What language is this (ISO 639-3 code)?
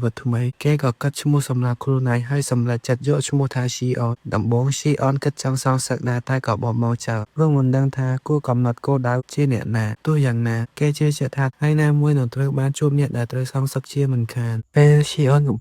khm